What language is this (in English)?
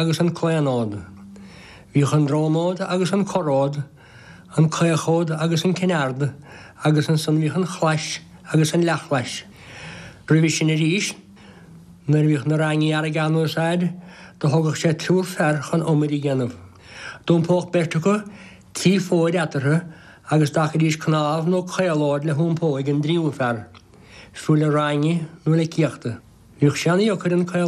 Irish